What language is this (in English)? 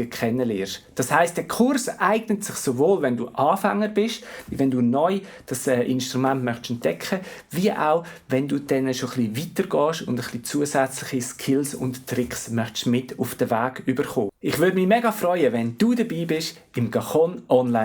Swiss German